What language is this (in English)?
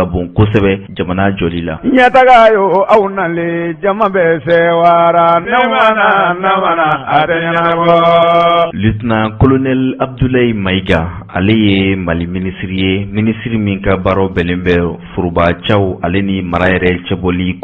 Bambara